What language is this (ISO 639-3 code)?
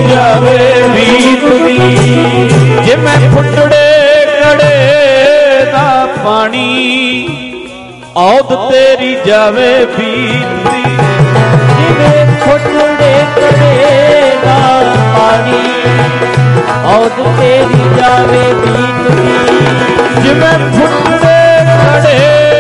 pan